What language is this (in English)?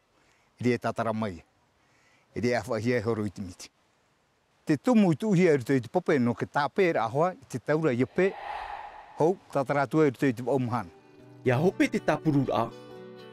Tahitian